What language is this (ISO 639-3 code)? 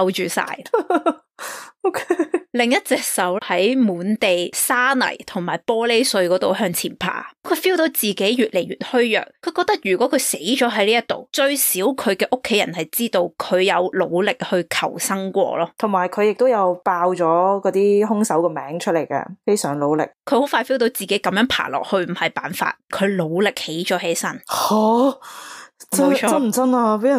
yue